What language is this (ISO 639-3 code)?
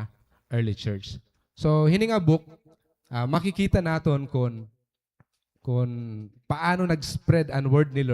war